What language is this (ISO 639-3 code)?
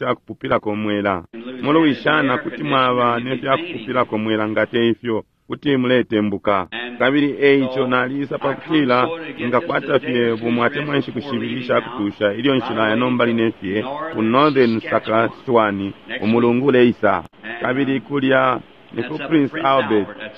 bem